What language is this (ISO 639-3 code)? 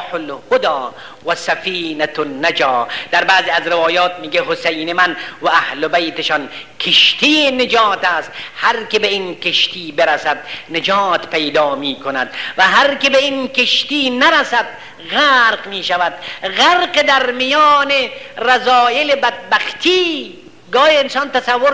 fas